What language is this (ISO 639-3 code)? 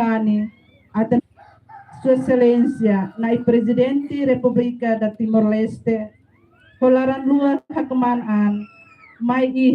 tet